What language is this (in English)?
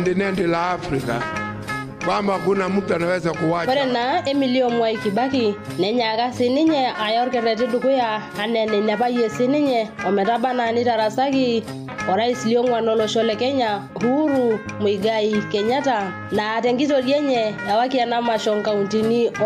Masai